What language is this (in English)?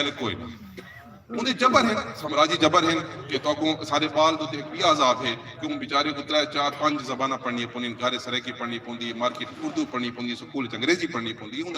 Saraiki